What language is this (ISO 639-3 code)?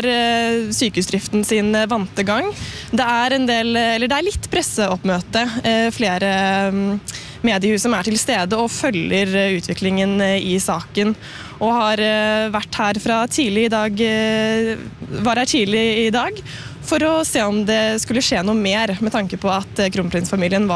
nor